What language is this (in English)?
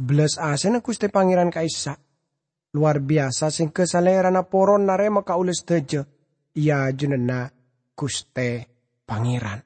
Madurese